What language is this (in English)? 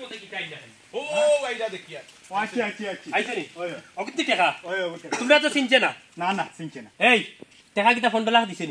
Sylheti